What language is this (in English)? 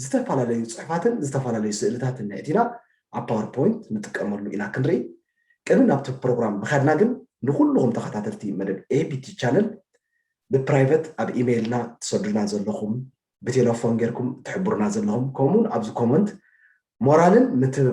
Tigrinya